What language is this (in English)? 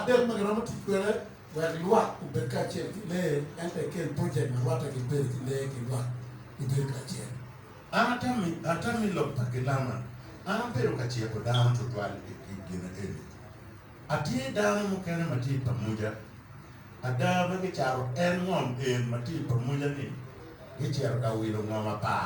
Acoli